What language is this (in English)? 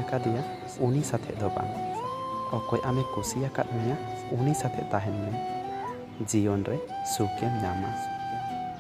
Santali